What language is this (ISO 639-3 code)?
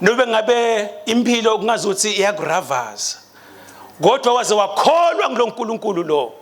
ssw